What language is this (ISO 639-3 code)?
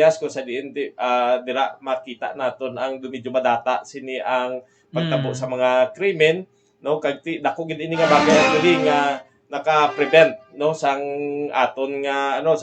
hil